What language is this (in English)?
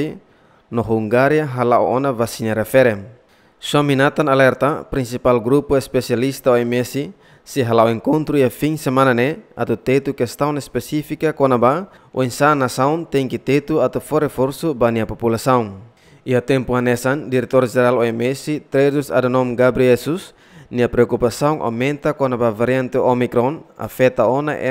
Tetum